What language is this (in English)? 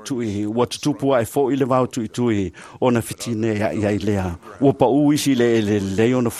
Samoan